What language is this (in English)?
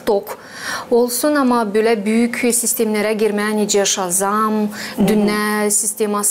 Gagauz